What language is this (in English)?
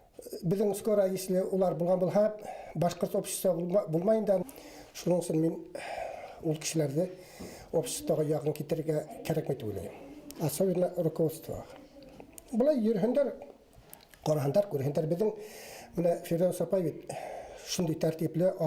Bashkir